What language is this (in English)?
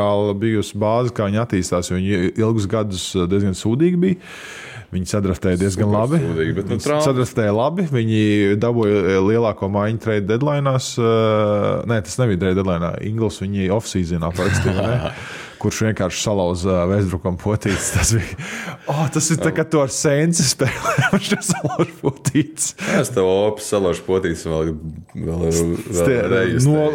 Latvian